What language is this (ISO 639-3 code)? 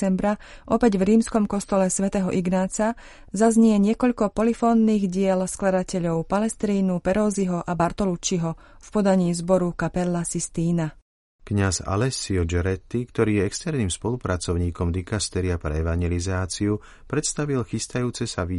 slk